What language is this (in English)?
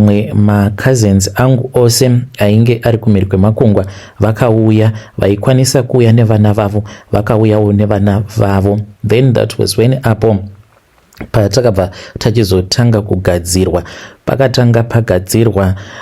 Shona